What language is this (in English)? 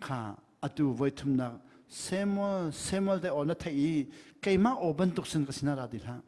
Hakha Chin